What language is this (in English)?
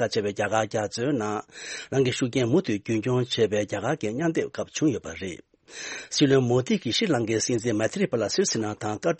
Tibetan